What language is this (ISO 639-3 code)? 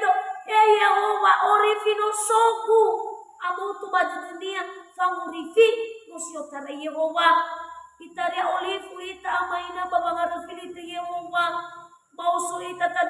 nia